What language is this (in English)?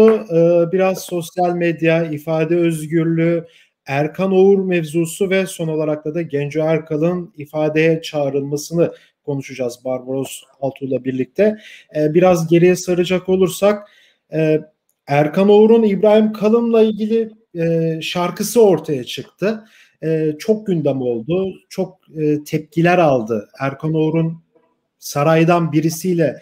Turkish